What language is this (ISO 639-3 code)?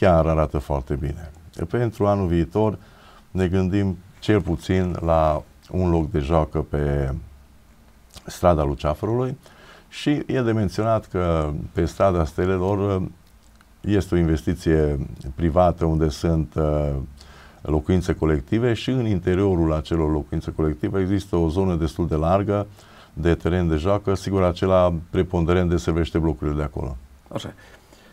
ron